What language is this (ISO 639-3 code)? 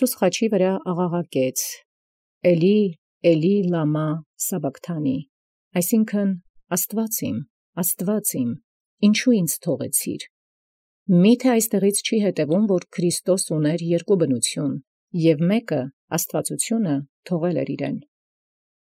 hye